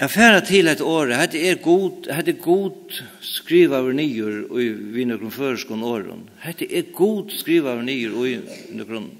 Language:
Faroese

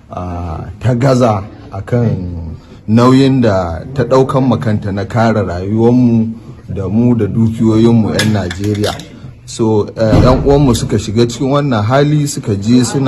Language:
Hausa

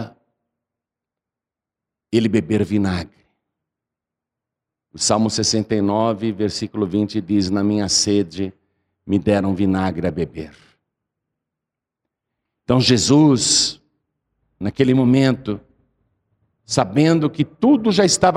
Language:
Portuguese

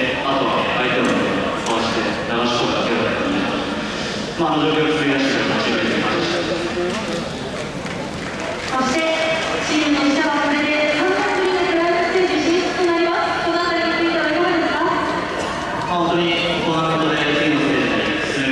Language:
Japanese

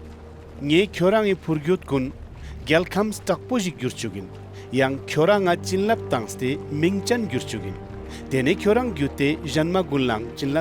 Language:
Ladakhi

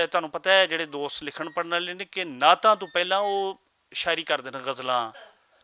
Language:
Western Panjabi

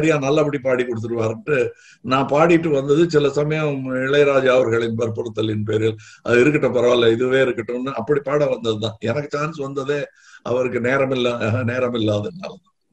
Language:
Tamil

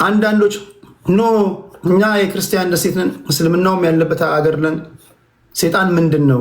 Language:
Amharic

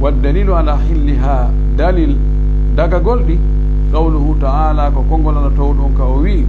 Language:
Pular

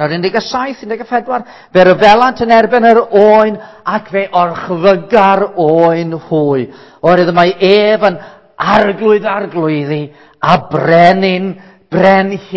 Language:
Welsh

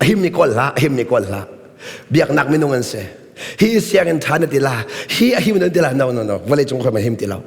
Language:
Hakha Chin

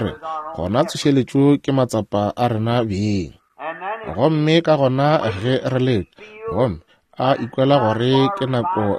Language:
Northern Sotho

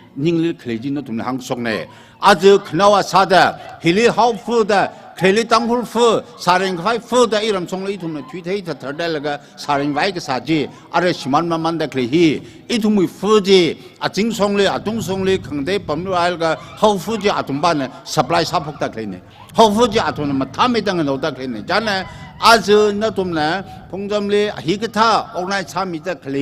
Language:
Tangkhul Naga (India)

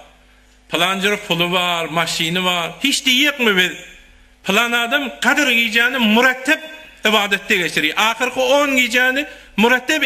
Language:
Turkmen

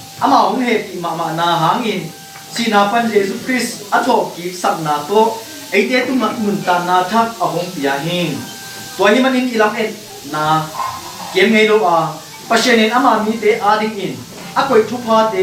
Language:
Tedim Chin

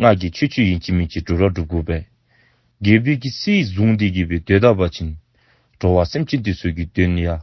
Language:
Dzongkha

